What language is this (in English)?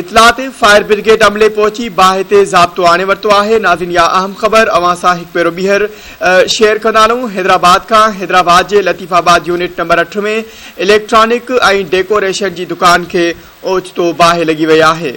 Sindhi